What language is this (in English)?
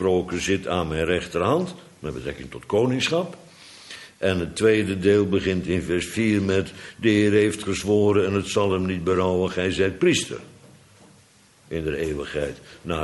Dutch